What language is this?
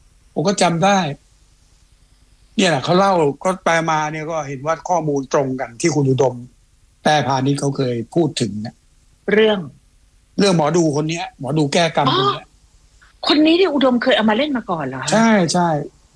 Thai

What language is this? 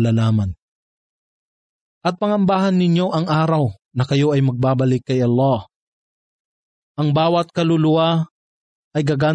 Filipino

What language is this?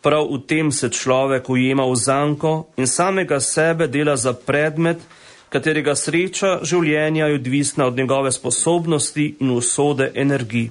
Slovenian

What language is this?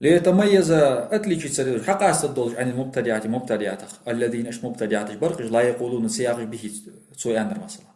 Ingush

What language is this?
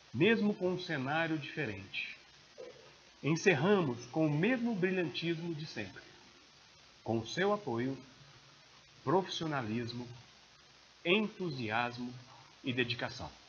Portuguese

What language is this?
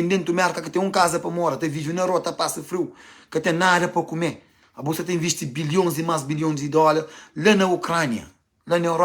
Kabuverdianu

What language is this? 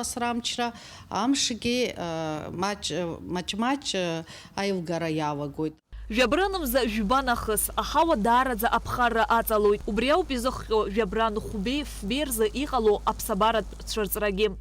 Abkhazian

